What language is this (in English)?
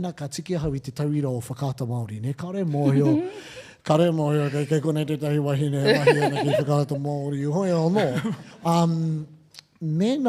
Māori